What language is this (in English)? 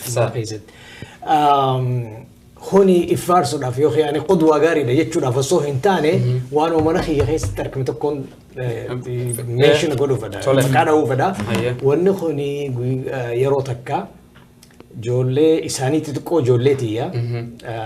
Oromo